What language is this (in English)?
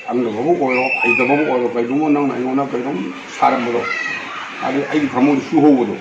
Manipuri